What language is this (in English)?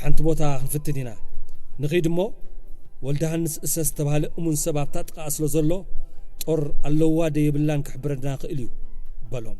Tigrinya